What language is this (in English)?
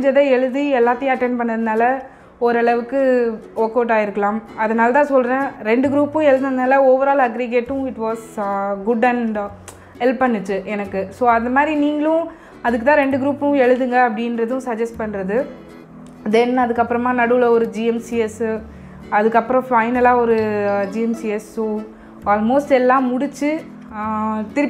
Tamil